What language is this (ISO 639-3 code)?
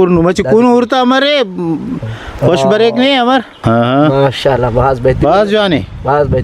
brh